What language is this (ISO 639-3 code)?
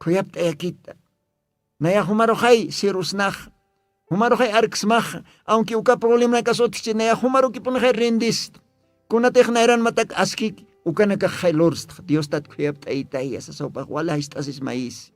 aym